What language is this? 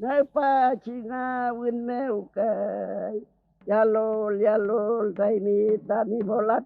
Mapuche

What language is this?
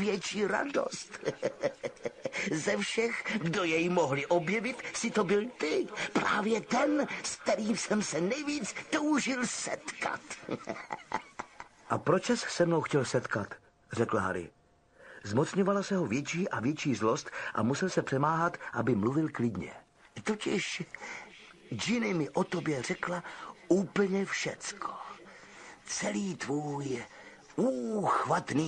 Czech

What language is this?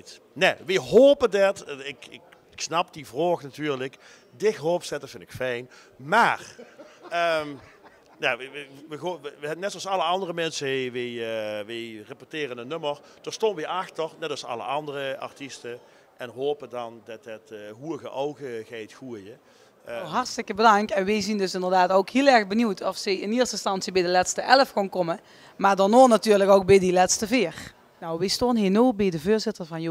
Limburgish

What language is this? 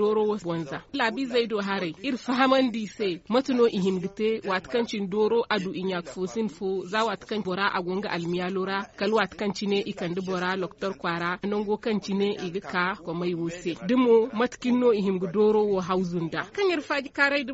Zarma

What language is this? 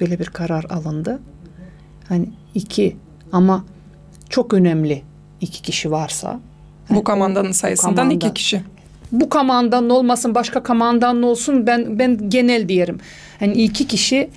Gagauz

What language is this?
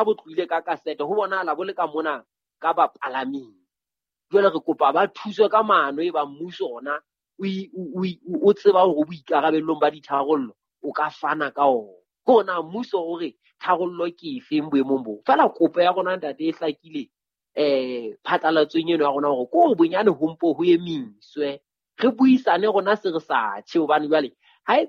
Southern Sotho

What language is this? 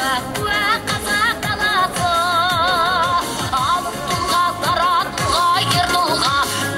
Kazakh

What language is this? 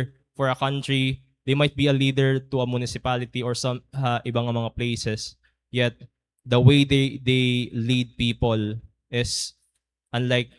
Waray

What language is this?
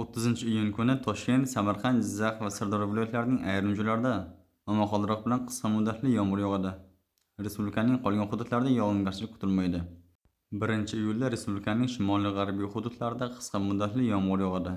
Uzbek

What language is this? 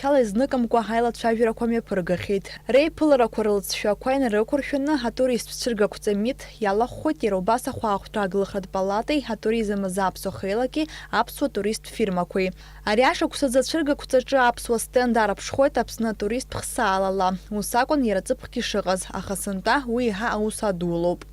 Abkhazian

